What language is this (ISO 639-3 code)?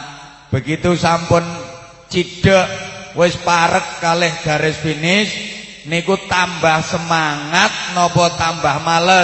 jav